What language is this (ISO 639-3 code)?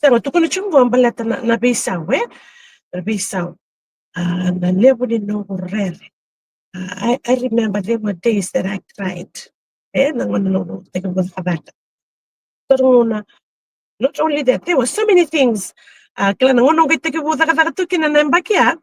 fij